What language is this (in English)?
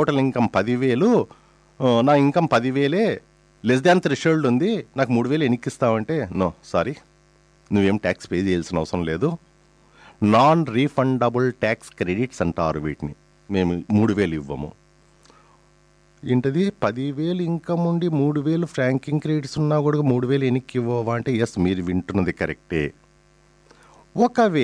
Telugu